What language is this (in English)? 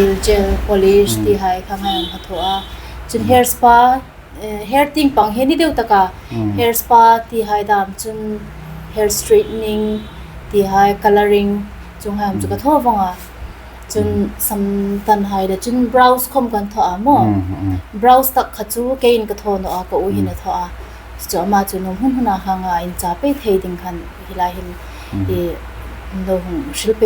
Hmar